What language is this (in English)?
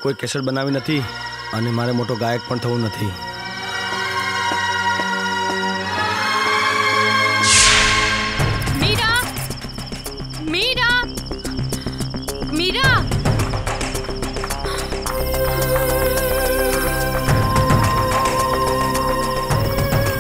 Gujarati